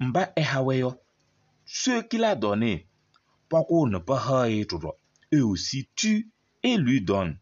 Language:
Kabiyè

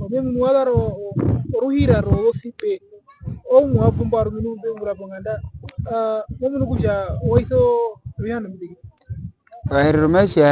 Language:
Herero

